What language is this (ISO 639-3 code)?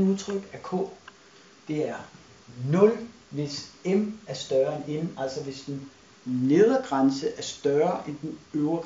dan